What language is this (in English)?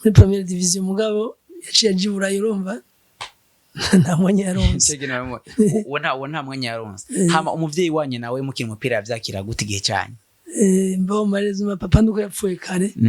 Rundi